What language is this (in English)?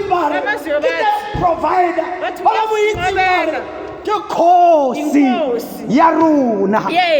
Tswana